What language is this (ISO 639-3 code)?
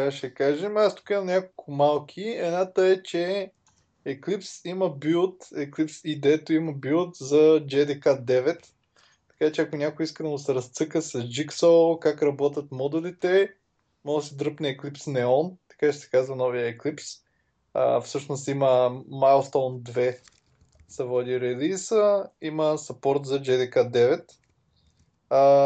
bul